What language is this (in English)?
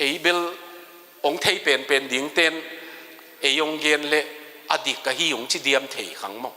Tedim Chin